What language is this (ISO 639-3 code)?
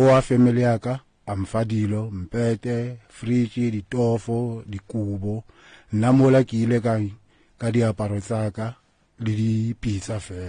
nso